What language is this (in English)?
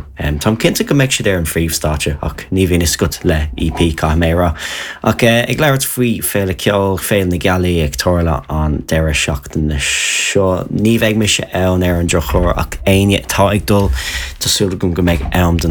Irish